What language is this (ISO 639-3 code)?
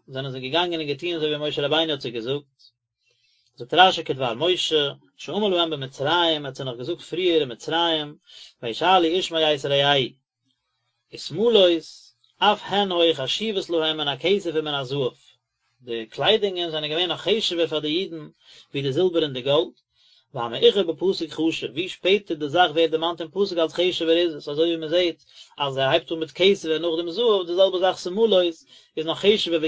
yid